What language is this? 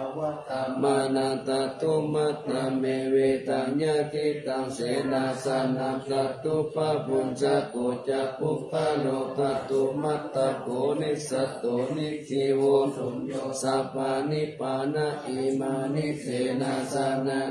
Pali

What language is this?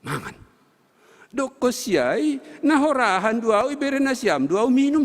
Batak Simalungun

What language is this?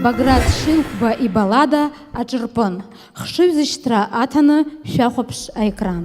Abkhazian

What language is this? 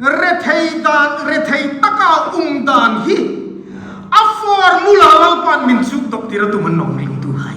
Hmar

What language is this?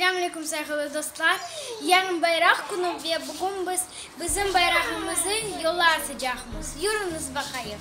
Crimean Tatar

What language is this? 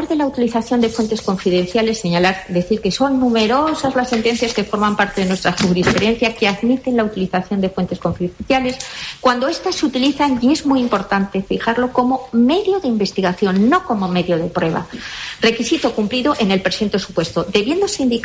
Spanish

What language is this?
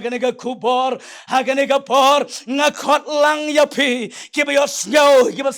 Khasi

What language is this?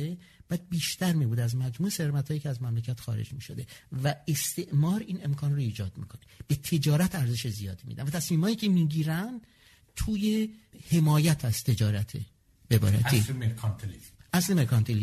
Persian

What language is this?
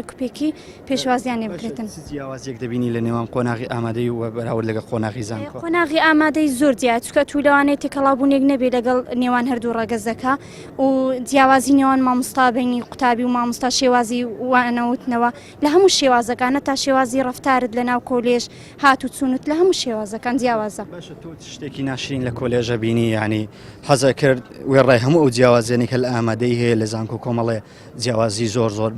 Central Kurdish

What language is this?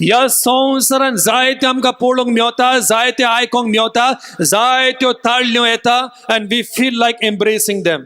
Konkani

